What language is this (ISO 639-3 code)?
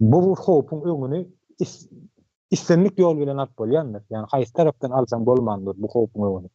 tuk